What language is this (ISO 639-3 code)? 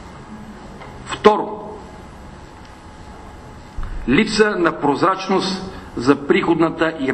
bul